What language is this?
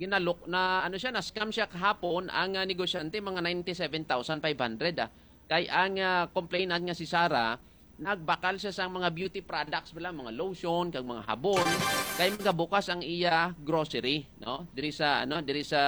Hiligaynon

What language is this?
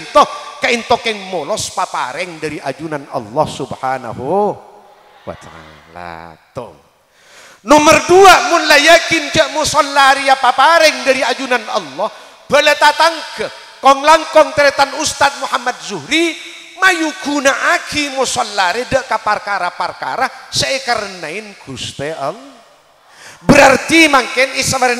Madurese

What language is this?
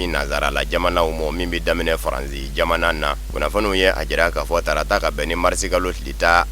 Bambara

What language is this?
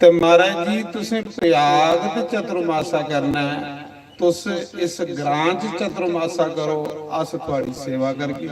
Dogri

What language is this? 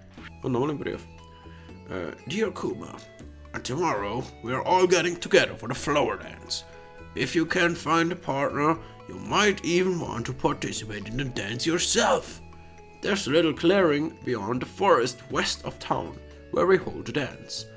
Swiss German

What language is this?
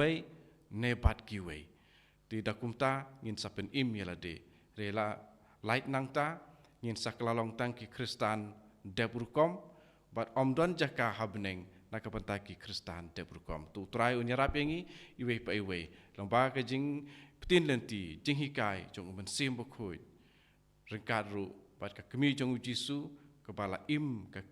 Khasi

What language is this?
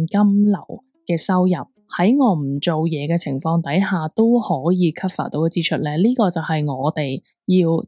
Cantonese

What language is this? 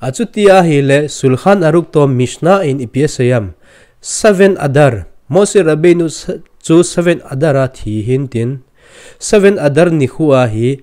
Thado Chin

